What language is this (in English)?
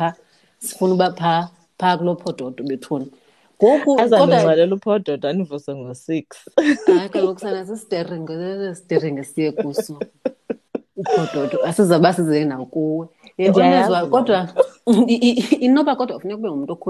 Xhosa